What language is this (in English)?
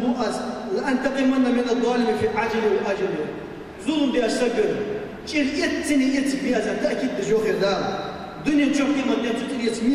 Ingush